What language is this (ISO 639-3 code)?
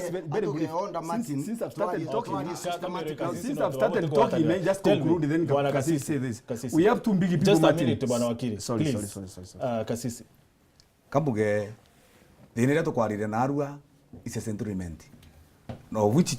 mer